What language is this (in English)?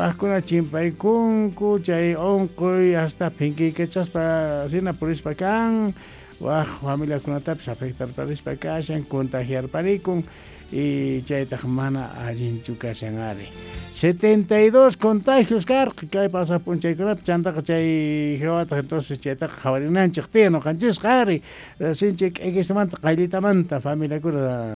Quechua